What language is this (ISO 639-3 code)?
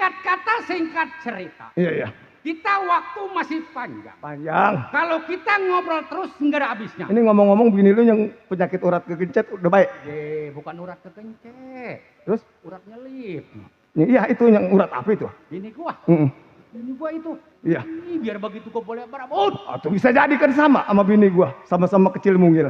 bew